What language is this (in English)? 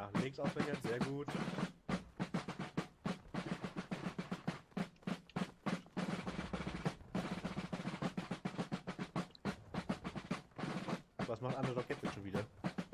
German